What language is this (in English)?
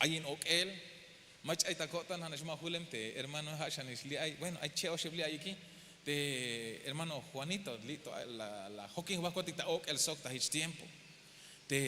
Tzeltal